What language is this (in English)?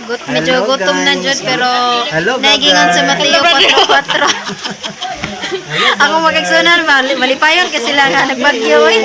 Cebuano